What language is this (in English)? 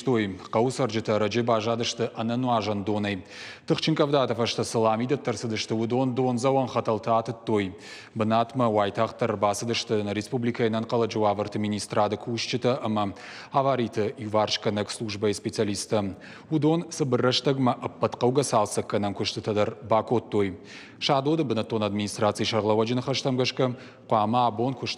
Ossetic